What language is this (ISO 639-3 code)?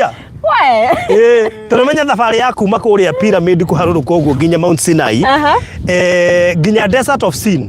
kik